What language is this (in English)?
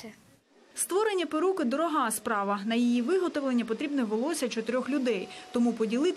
Ukrainian